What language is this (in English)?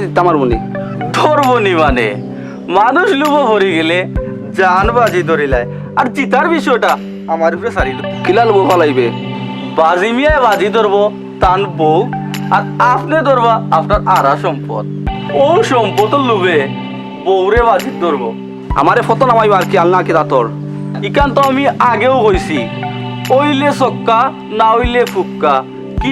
Sylheti